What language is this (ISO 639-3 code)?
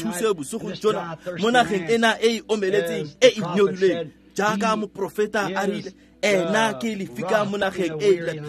tsn